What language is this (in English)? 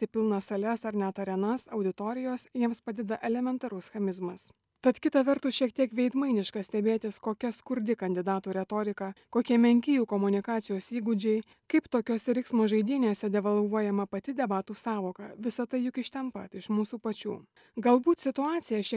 Lithuanian